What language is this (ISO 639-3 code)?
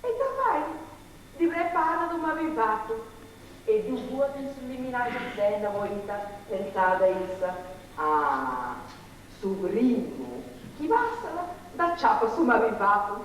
srd